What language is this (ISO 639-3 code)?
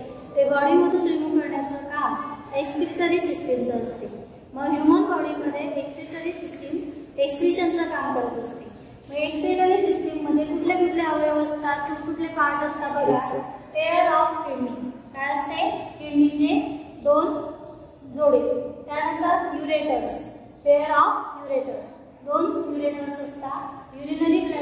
mar